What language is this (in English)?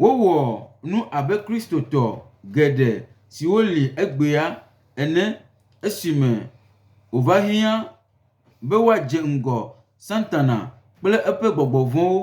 Gen